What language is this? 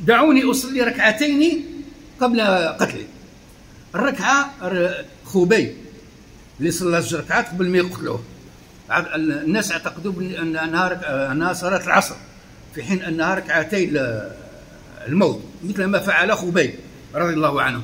Kabyle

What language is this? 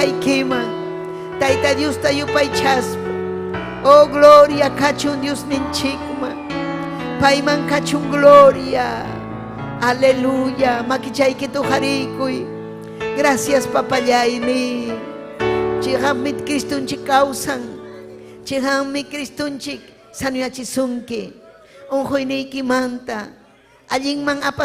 Ayacucho Quechua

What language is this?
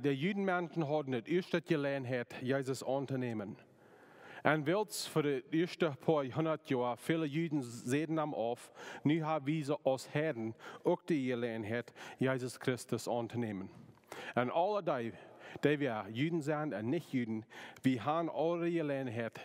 Plautdietsch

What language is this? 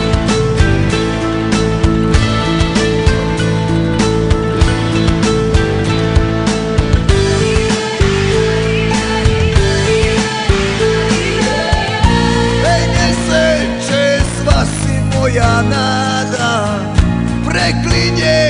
Croatian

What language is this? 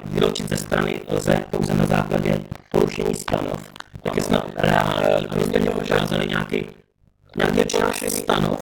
Czech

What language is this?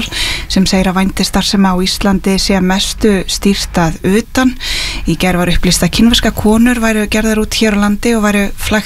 Icelandic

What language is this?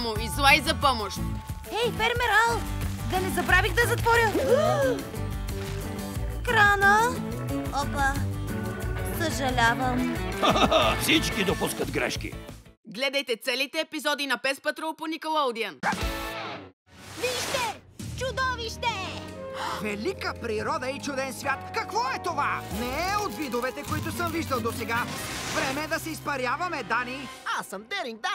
Bulgarian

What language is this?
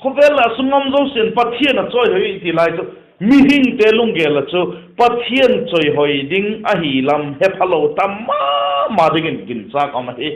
Vaiphei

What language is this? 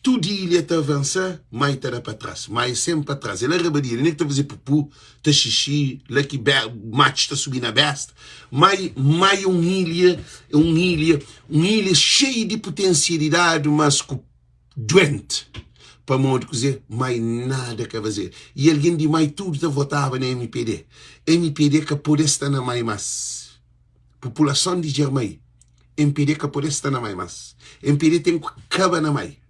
Kabuverdianu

